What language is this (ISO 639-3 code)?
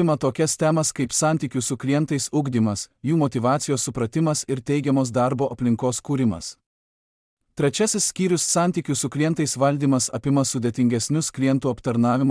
lit